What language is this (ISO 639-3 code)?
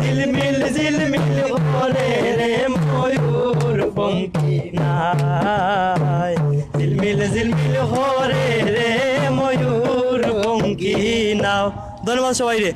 syl